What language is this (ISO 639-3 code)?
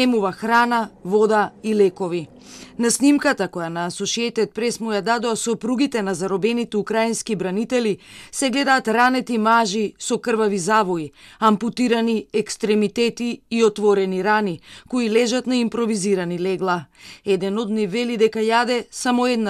mkd